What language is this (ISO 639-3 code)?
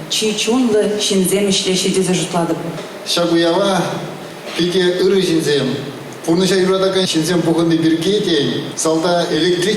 chv